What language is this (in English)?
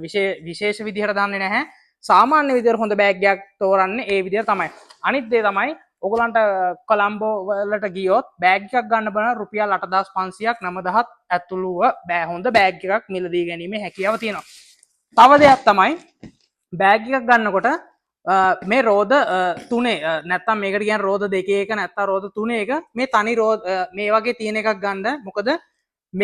Sinhala